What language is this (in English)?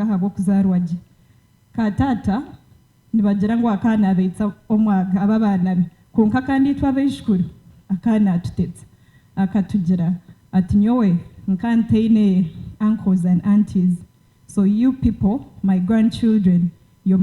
Nyankole